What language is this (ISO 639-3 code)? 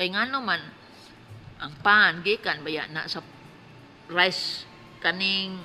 ceb